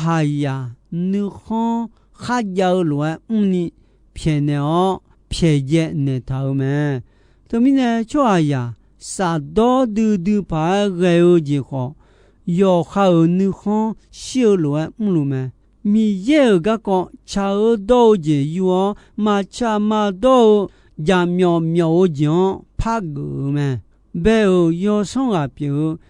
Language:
Akha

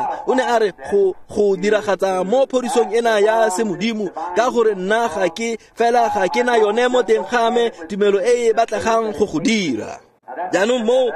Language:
Tswana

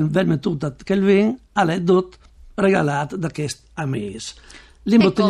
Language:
Friulian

